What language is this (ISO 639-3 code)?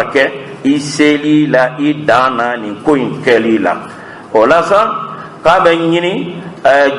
bam